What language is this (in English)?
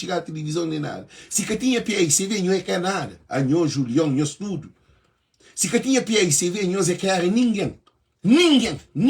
Kabuverdianu